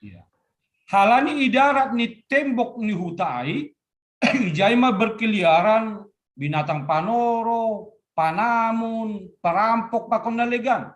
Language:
Batak Simalungun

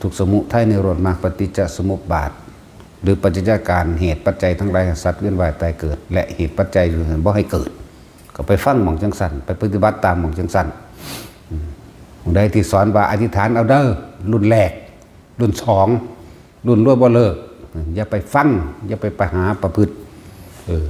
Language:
Northeastern Thai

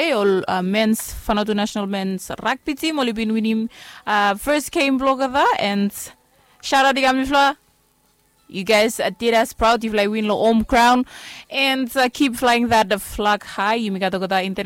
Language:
Bislama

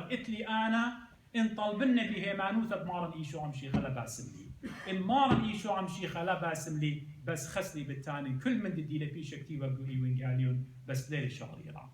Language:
Assyrian Neo-Aramaic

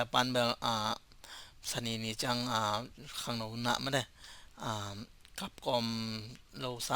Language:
Tedim Chin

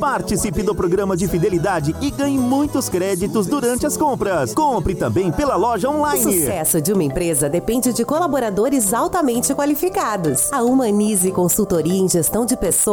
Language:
Portuguese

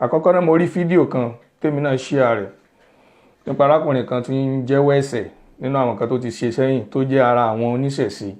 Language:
Yoruba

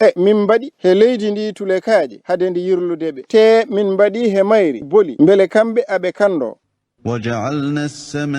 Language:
Fula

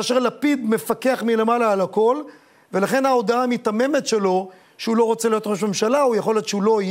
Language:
Hebrew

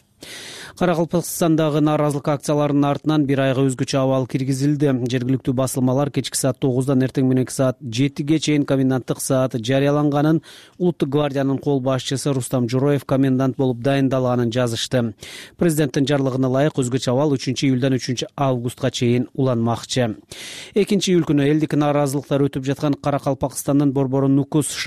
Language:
Kyrgyz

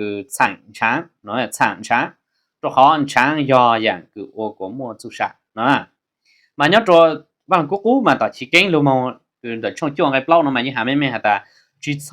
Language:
Hmong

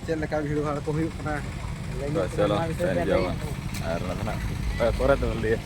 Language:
Santali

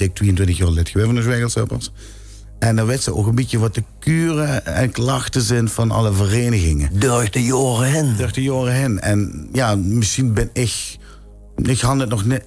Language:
Limburgish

